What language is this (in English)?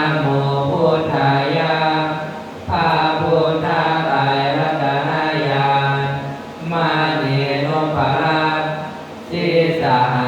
Pali